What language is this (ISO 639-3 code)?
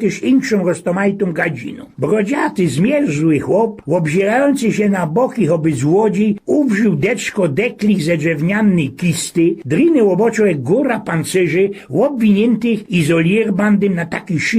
szl